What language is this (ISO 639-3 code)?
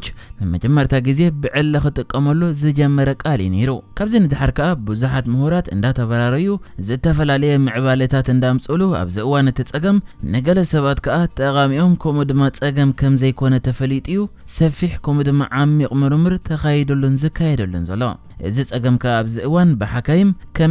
tir